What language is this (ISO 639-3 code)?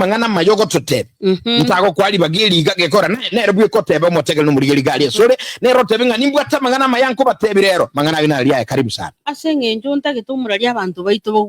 guz